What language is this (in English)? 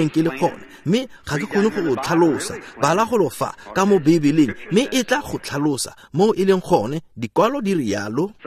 Tswana